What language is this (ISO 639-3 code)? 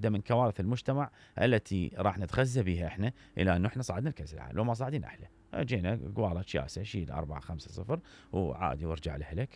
acm